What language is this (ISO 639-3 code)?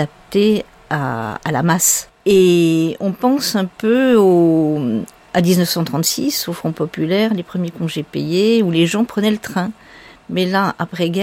fra